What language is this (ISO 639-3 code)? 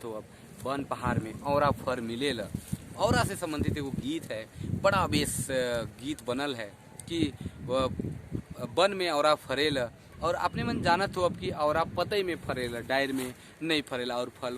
sck